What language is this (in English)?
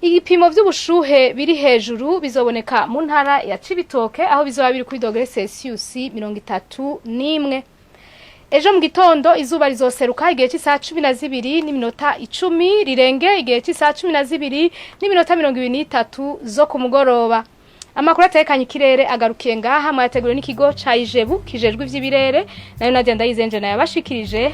Rundi